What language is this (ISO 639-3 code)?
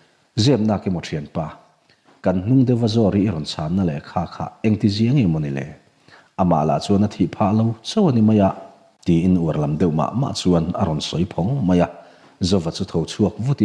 lus